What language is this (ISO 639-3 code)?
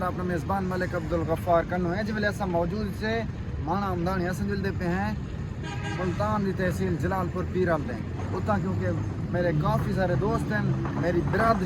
skr